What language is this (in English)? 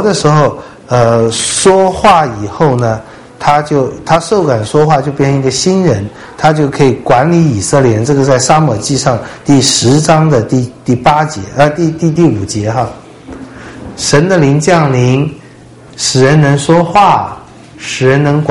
Chinese